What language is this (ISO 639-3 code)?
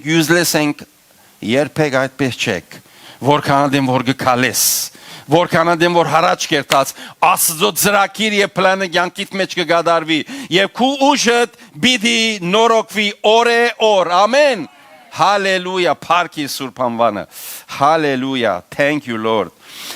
hyw